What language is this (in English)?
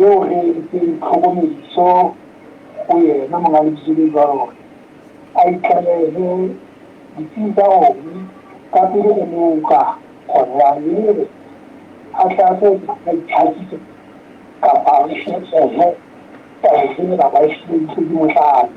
Southern Sotho